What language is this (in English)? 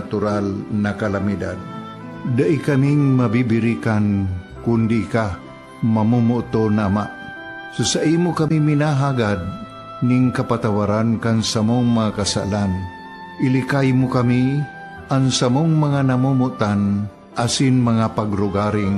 Bikol